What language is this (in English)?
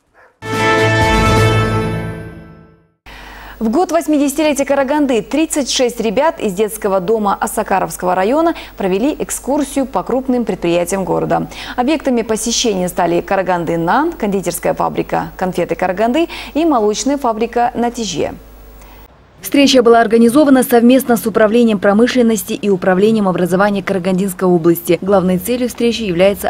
Russian